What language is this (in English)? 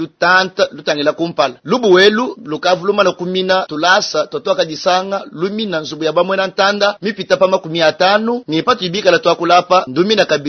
Luba-Lulua